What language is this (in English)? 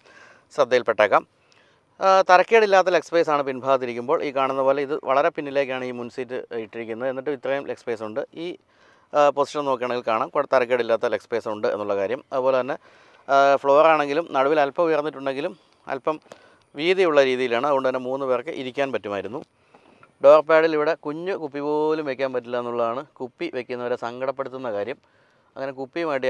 Malayalam